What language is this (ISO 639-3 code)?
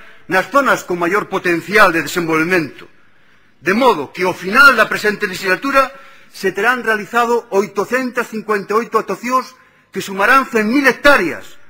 glg